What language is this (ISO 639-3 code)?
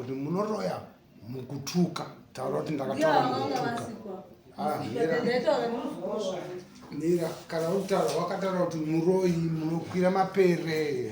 sna